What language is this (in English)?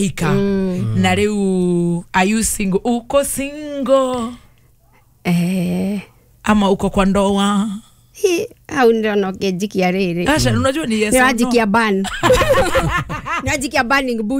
Kikuyu